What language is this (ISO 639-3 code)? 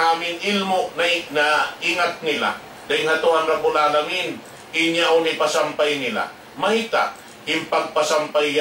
tsg